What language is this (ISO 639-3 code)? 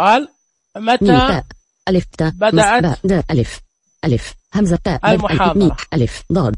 ars